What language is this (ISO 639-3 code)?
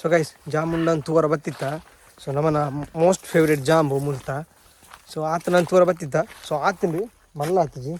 tcy